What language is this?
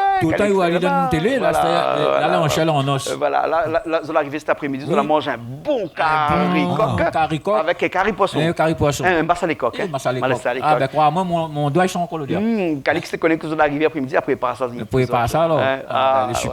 Réunion Creole French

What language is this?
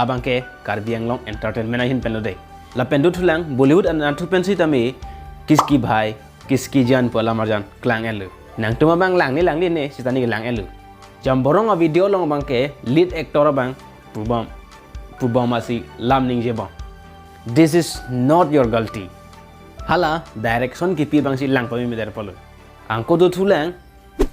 Karbi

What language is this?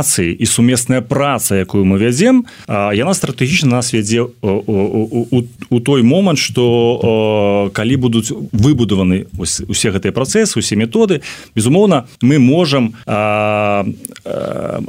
Belarusian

